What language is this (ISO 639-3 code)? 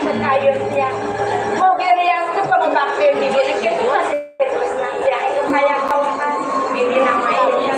ban